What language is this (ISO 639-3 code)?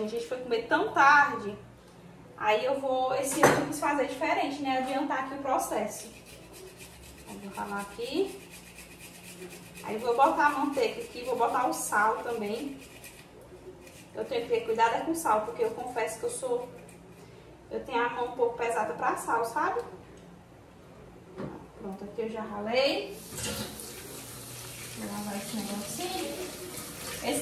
por